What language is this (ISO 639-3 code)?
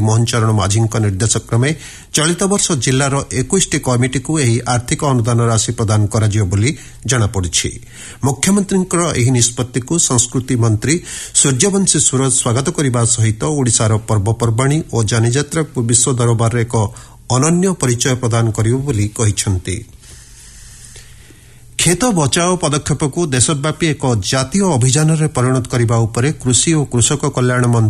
ori